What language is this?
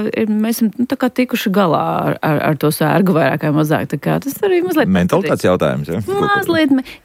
Latvian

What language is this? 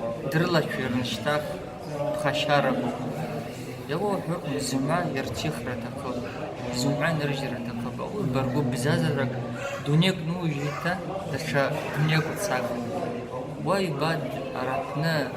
Abkhazian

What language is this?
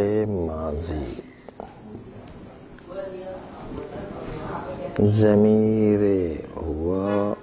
Urdu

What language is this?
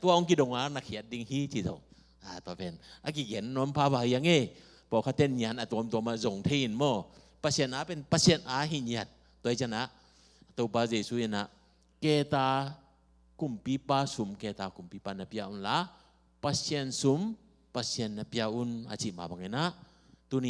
Tedim Chin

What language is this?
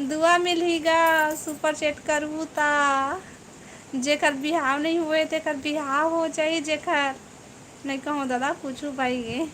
Chhattisgarhi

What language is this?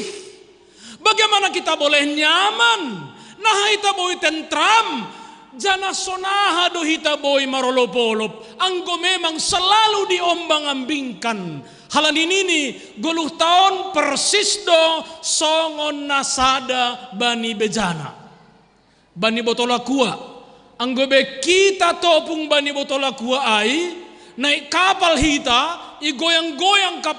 Batak Simalungun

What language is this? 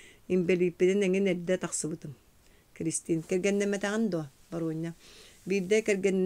Yakut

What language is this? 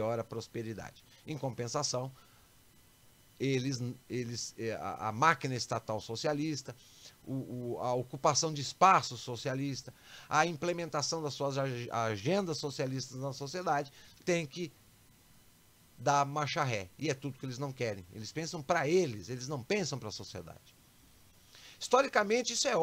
Portuguese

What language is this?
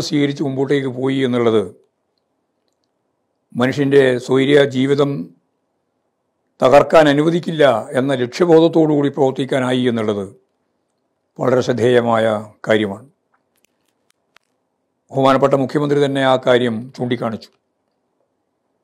Malayalam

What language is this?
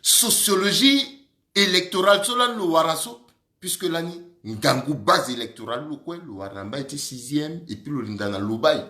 Sango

